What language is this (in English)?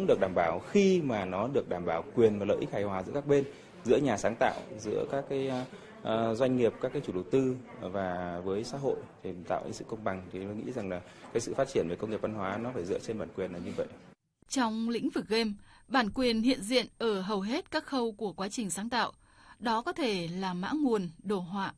Vietnamese